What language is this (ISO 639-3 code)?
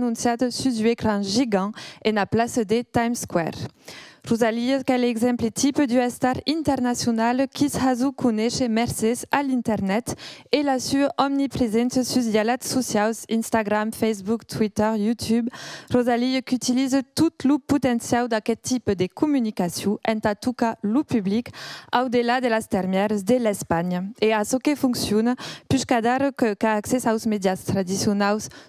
oci